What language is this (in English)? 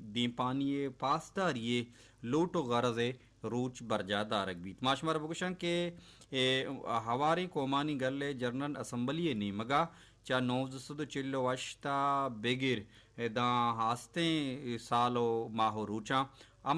Baluchi